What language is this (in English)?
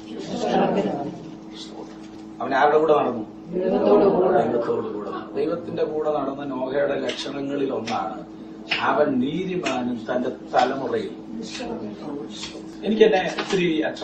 Malayalam